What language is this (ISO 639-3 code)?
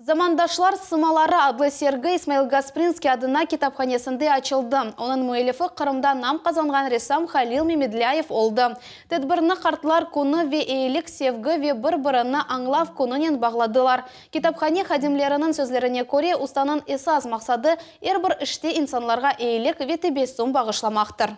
crh